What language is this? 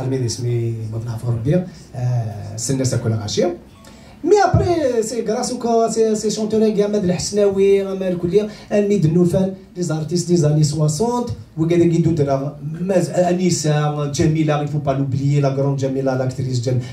Kabyle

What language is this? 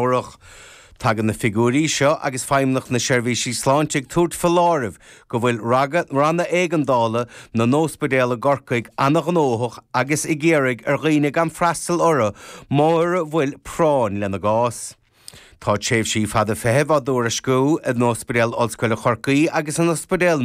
Irish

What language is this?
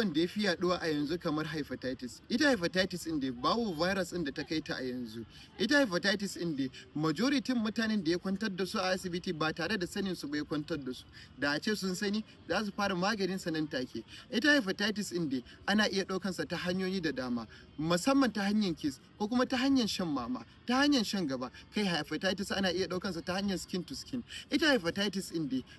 Hausa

